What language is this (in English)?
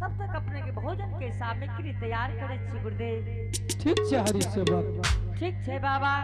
Angika